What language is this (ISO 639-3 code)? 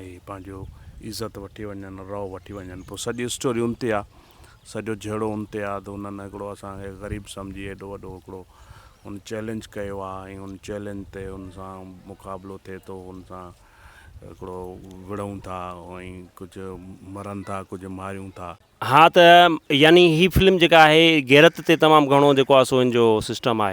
snd